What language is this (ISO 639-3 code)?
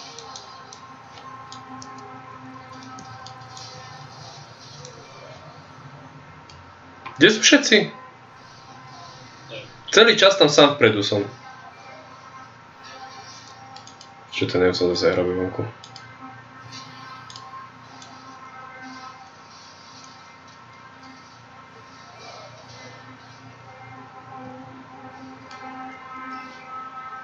slk